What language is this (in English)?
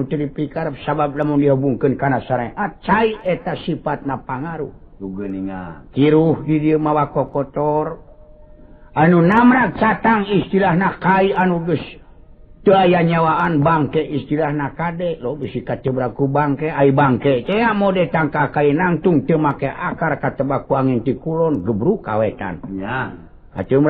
Sundanese